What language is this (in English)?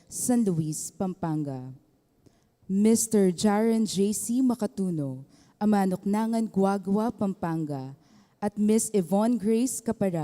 Pampanga